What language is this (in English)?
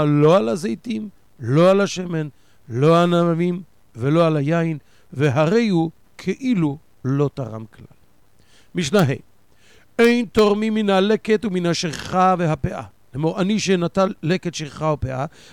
Hebrew